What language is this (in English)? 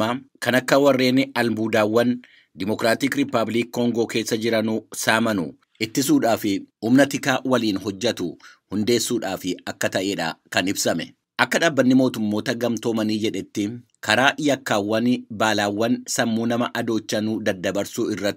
Oromo